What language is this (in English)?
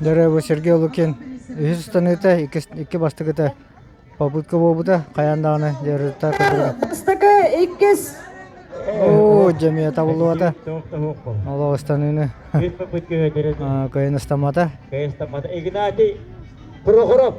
Yakut